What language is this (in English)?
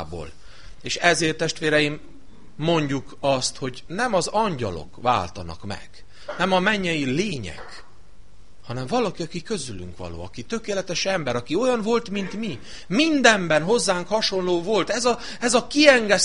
Hungarian